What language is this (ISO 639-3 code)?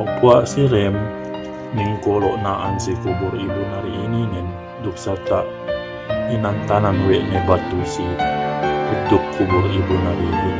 yka